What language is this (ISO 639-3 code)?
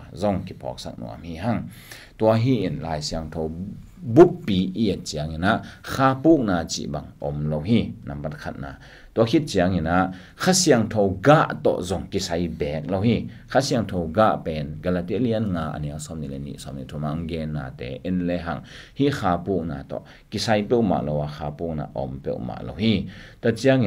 ctd